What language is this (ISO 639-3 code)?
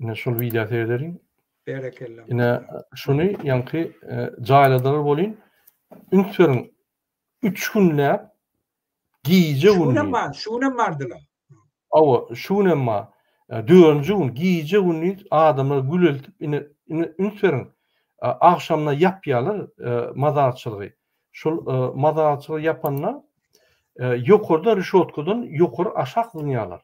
tuk